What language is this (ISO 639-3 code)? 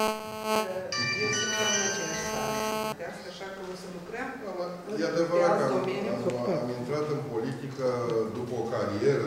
ron